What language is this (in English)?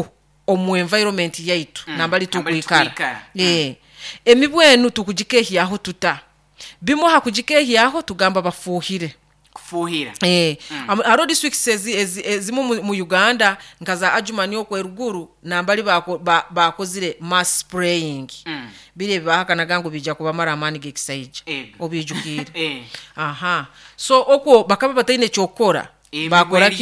Nyoro